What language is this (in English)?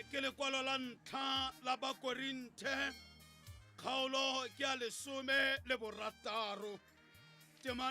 Tswana